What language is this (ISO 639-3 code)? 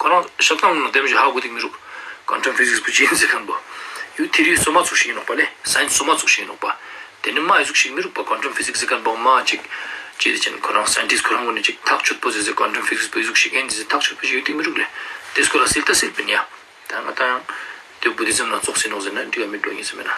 lbj